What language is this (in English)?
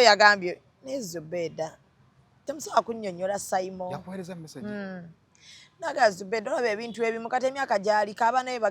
Ganda